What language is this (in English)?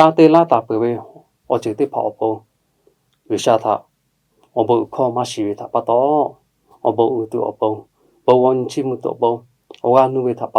Lahu